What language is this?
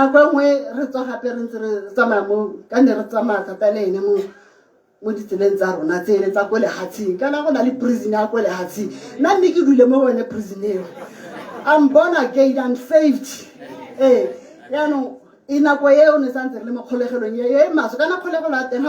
Tswana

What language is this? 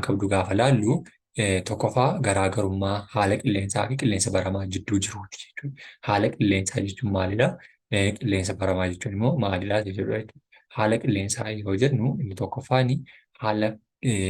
Oromo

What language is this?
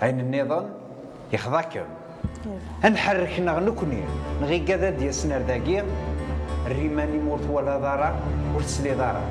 Kabyle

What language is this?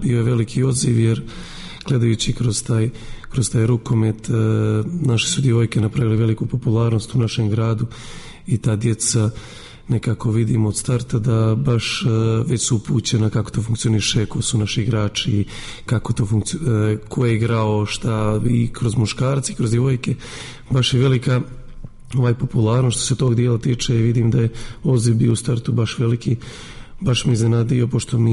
Serbian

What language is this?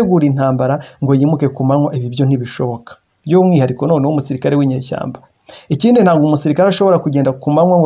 Kinyarwanda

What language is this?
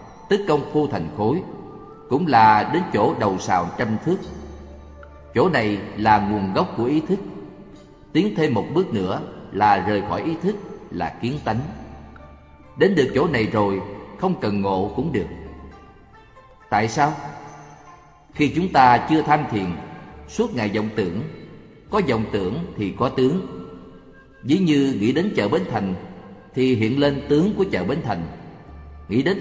Vietnamese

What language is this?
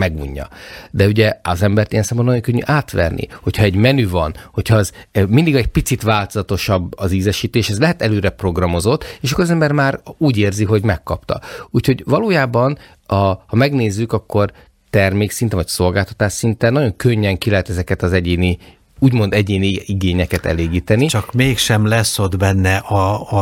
Hungarian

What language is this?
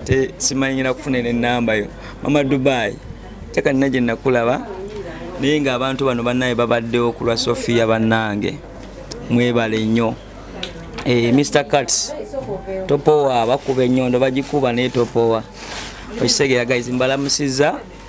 Ganda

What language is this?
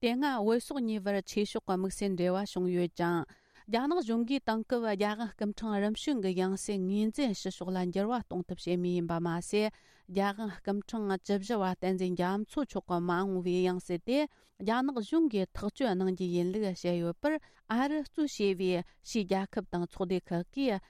Tibetan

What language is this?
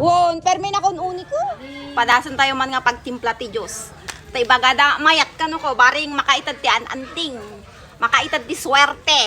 Iloko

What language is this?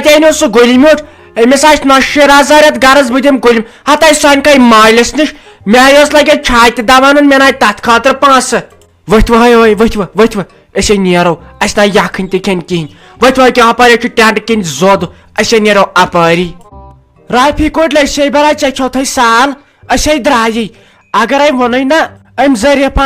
Kashmiri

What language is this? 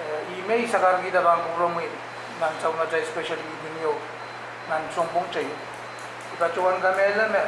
Pohnpeian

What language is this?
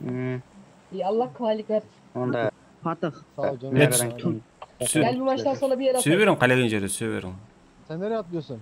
Kara-Kalpak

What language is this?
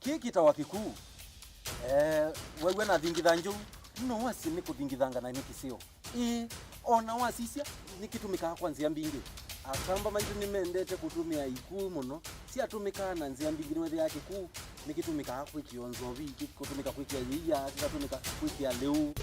Kamba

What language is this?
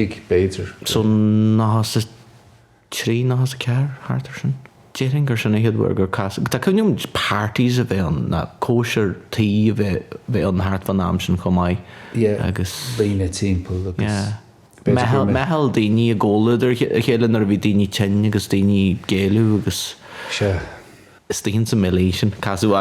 Irish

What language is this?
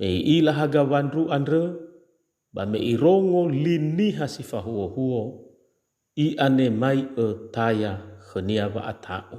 Nias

